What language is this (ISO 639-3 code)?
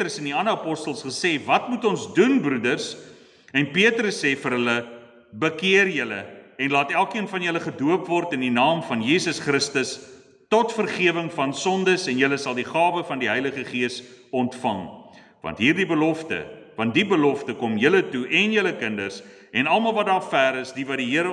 afr